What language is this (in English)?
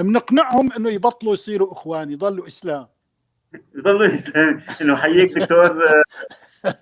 North Levantine Arabic